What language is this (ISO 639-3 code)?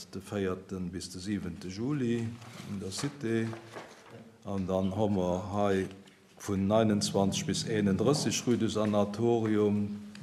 ltz